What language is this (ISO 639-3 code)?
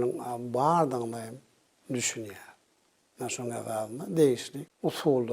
tuk